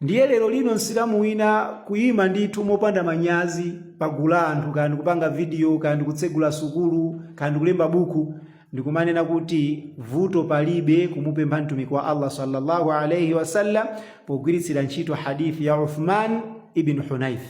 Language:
Nyanja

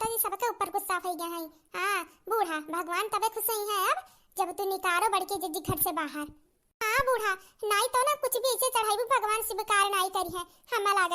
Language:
Awadhi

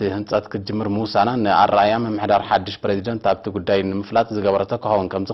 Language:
Tigrinya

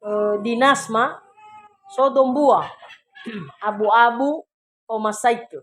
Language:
Nias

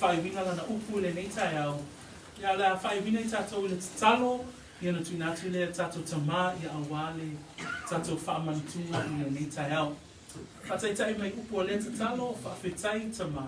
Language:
Samoan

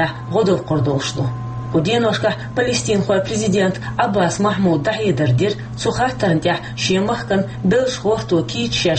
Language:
Chechen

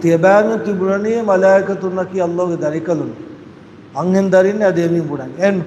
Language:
Divehi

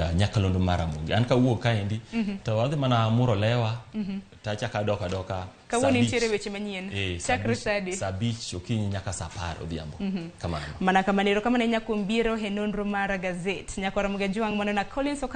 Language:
Luo (Kenya and Tanzania)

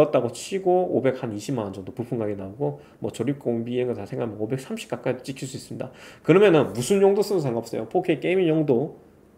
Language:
Korean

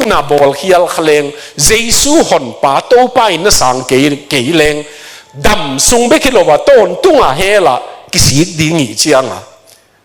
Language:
Tedim Chin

